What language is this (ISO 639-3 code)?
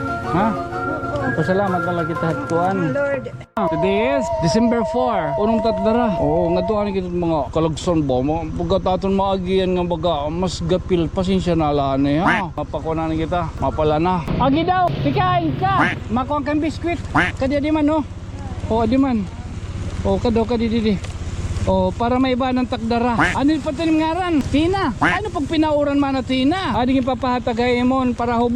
war